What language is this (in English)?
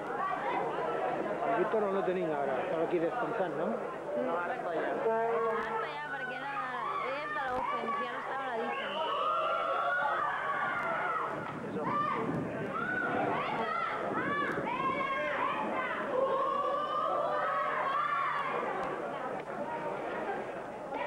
Catalan